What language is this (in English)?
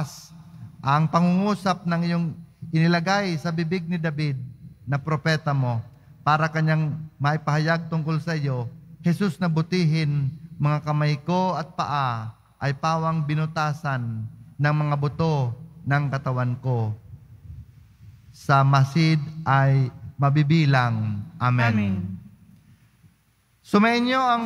Filipino